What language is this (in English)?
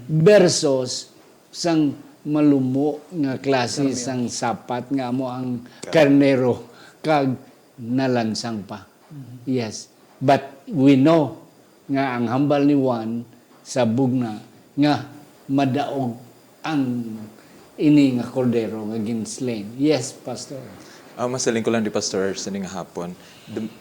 Hiligaynon